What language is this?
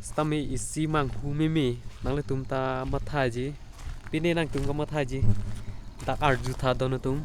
Karbi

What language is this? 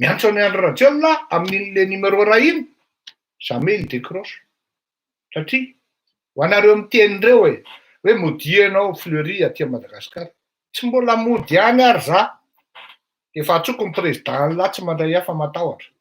Malagasy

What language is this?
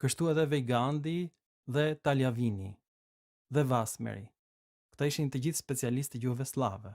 Albanian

